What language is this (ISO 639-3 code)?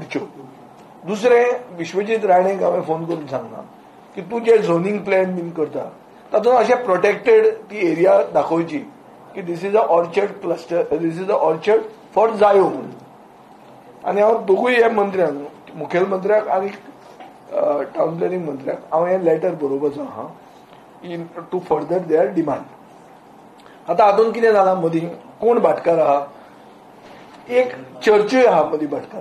kok